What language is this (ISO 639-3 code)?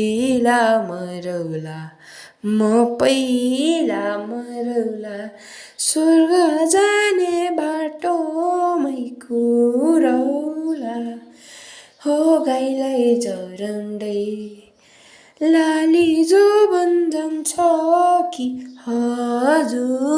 nep